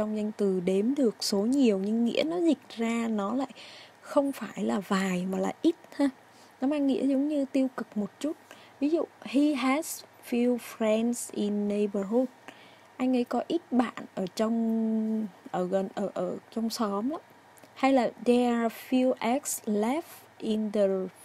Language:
Vietnamese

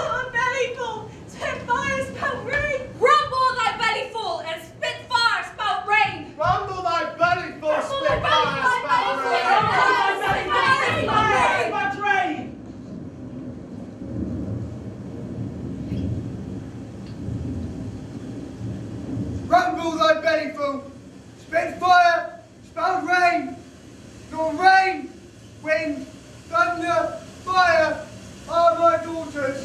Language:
English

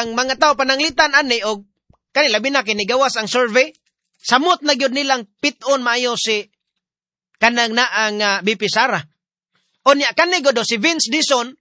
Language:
Cebuano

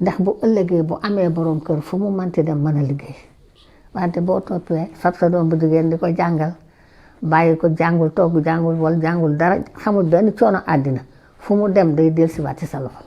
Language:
Wolof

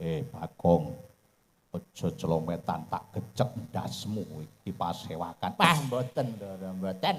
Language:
Javanese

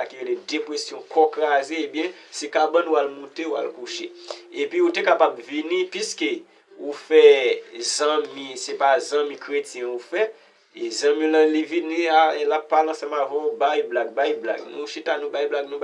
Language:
Haitian Creole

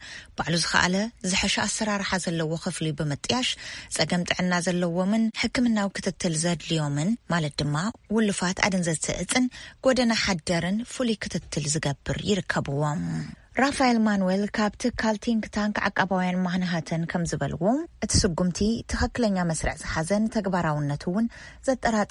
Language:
Tigrinya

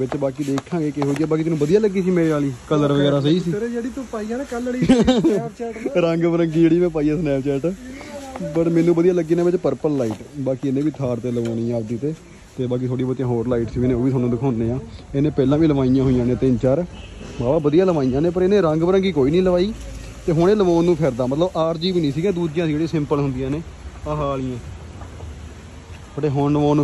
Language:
Punjabi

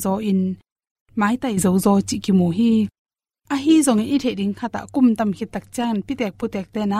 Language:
Tedim Chin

